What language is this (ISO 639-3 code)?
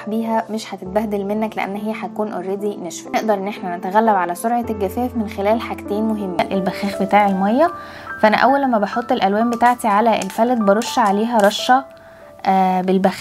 arz